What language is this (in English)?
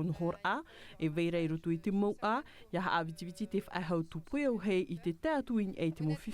Tahitian